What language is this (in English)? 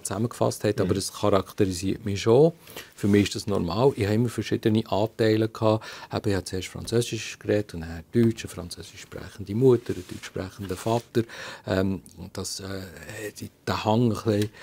German